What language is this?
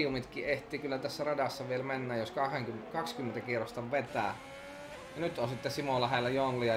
Finnish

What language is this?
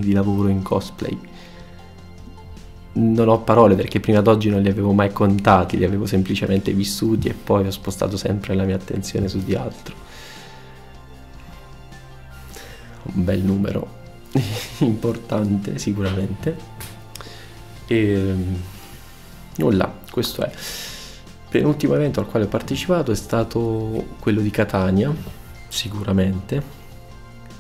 Italian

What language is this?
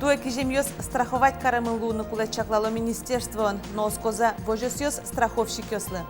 Udmurt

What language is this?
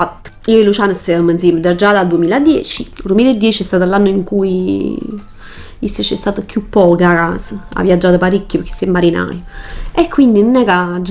Neapolitan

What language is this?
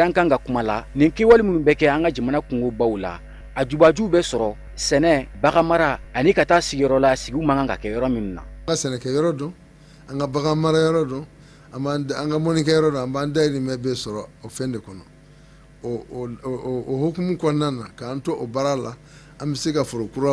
Bambara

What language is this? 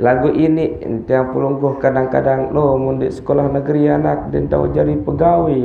Sasak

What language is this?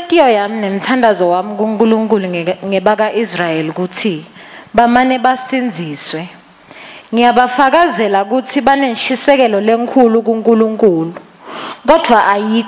Swati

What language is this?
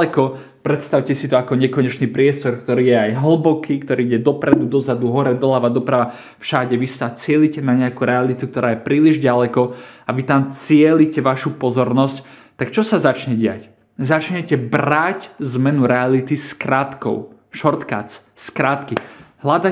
Slovak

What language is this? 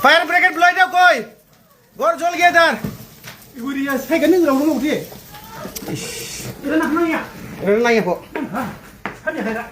Dimasa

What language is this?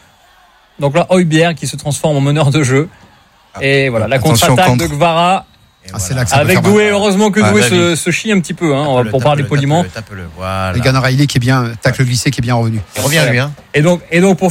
French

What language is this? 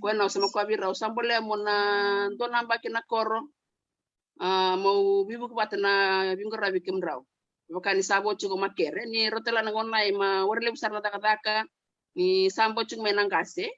Fijian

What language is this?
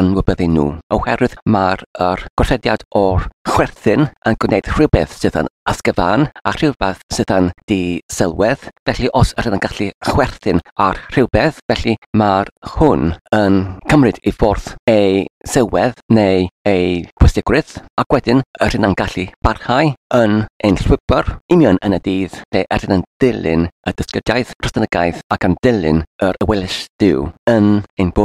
Welsh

